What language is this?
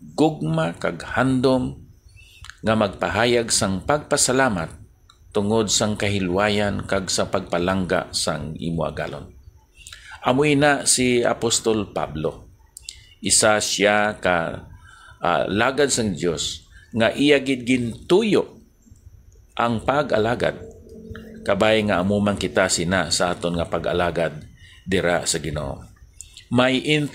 Hiligaynon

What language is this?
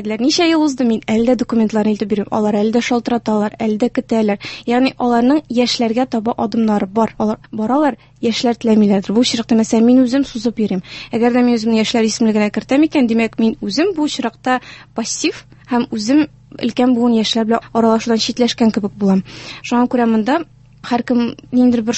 Tatar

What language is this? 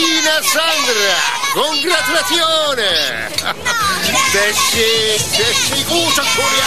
Hungarian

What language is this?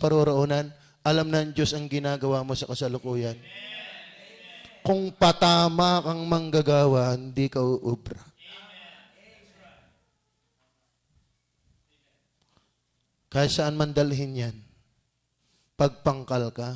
Filipino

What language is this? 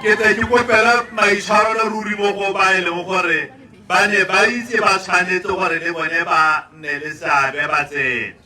Tswana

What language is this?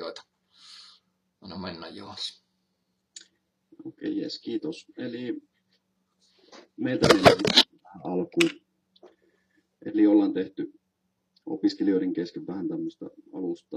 Finnish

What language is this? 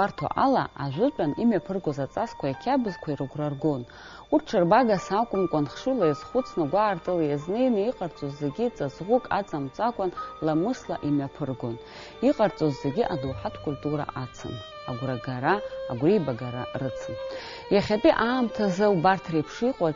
Abkhazian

